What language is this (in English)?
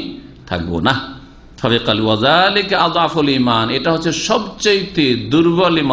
Bangla